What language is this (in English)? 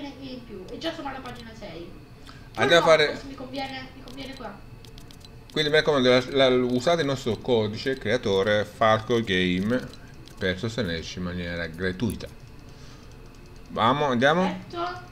Italian